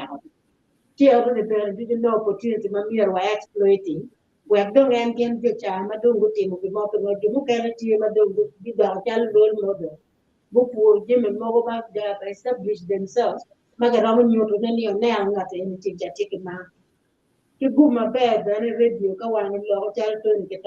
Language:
Acoli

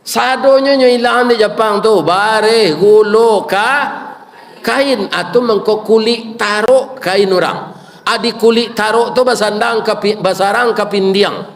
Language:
Minangkabau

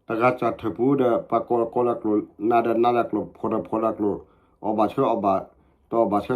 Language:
S'gaw Karen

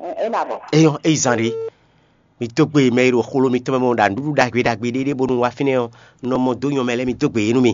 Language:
Fon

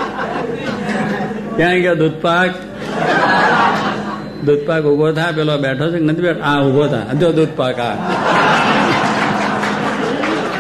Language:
Gujarati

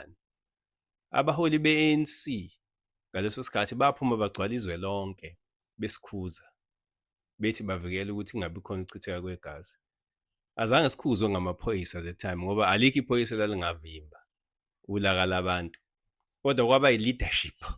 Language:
Zulu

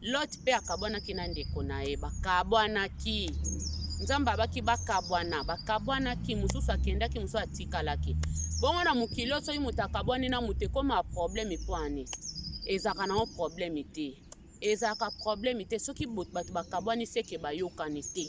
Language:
Lingala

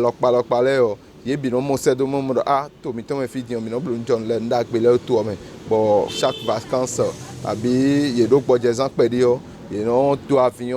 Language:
Fon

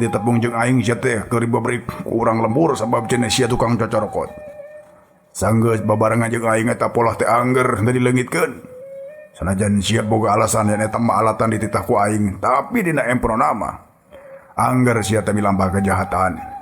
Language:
Sundanese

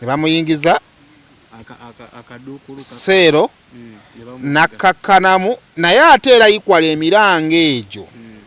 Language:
Ganda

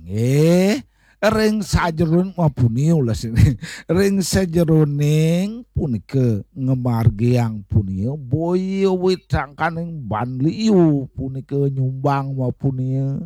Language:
Balinese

